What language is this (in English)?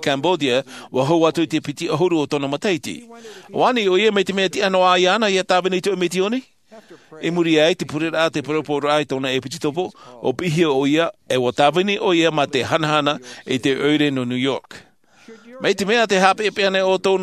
Tahitian